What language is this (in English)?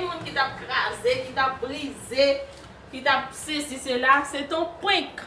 Haitian Creole